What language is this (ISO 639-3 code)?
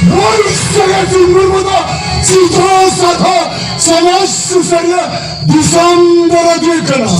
sat